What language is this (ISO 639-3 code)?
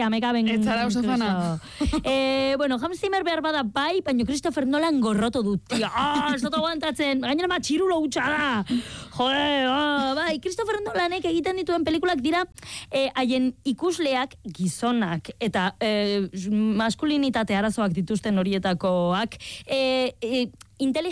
eus